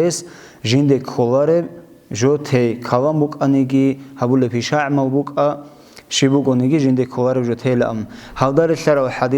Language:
Avaric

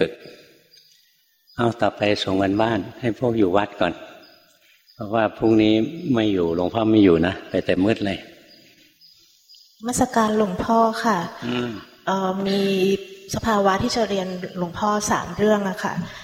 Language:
Thai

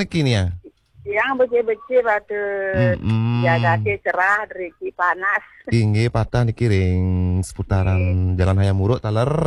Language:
Balinese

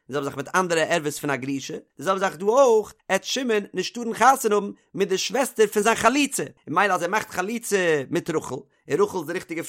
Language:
Yiddish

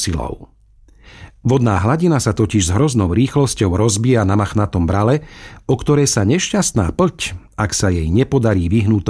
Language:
Slovak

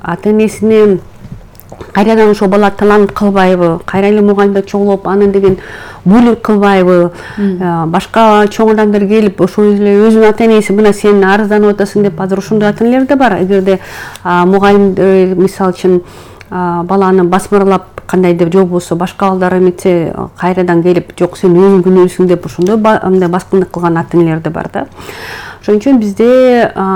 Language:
Kyrgyz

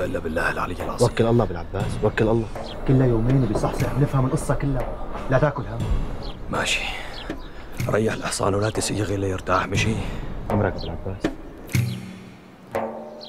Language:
North Levantine Arabic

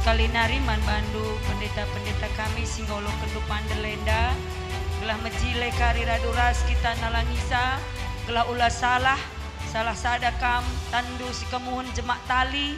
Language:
Batak Karo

